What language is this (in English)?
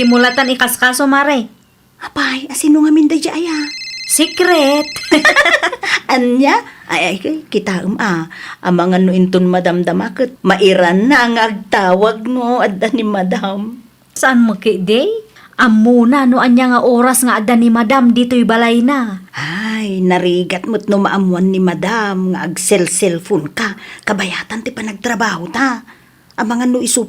Iloko